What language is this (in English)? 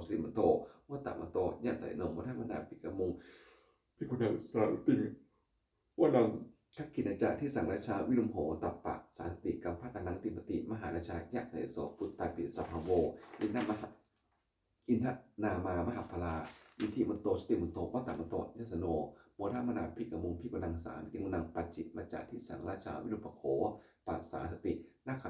Pali